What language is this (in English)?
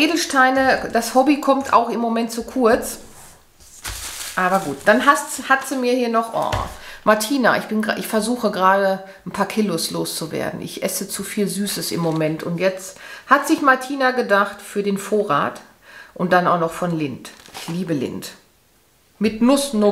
German